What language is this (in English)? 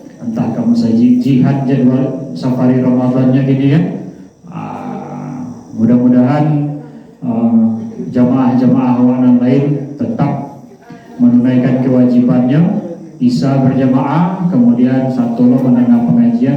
Minangkabau